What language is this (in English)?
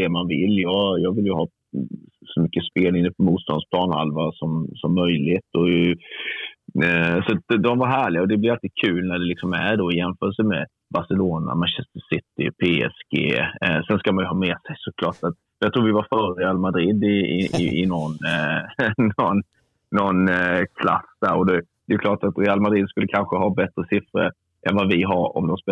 Swedish